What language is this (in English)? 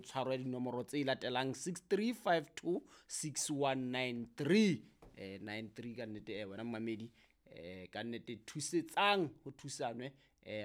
Southern Sotho